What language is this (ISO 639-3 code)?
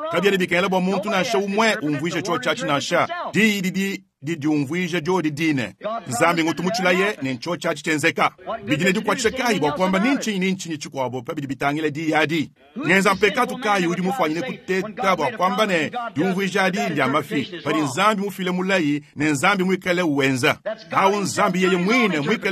lua